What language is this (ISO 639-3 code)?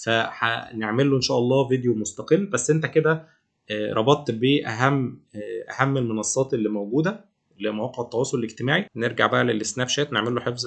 arz